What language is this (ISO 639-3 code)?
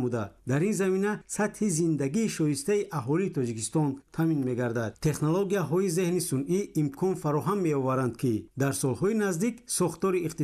tgk